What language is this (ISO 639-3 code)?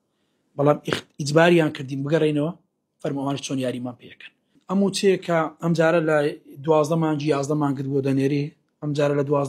ckb